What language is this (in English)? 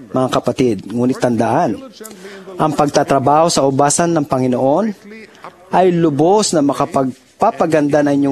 Filipino